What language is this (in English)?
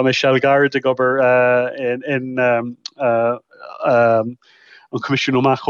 Irish